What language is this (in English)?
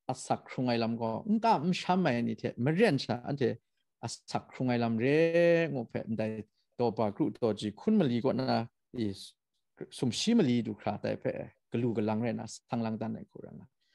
Kachin